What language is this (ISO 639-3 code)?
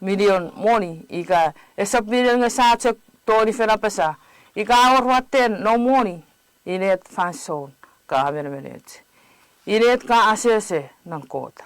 chk